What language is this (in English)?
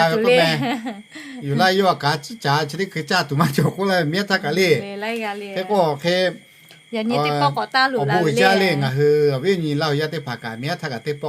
Lahu